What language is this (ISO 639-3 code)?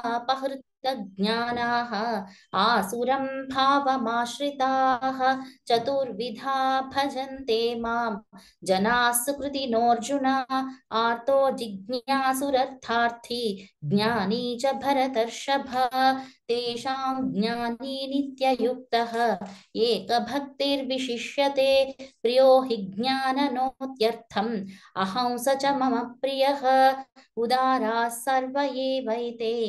san